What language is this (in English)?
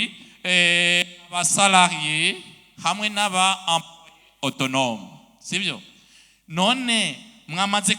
Rundi